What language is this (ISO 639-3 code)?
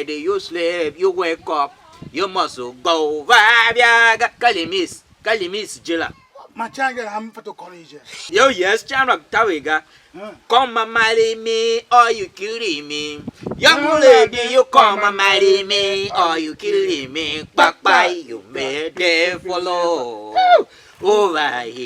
tiv